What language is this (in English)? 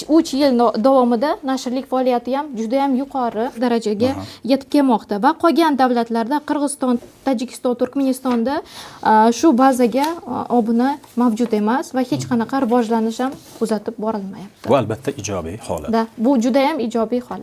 Uzbek